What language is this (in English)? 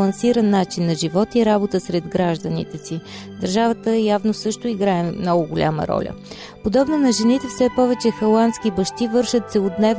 Bulgarian